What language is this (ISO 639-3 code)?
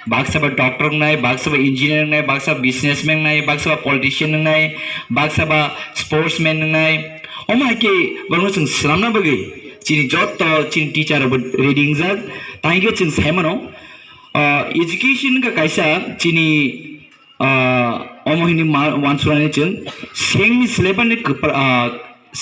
trp